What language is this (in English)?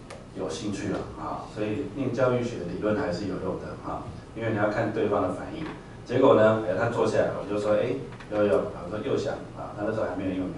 Chinese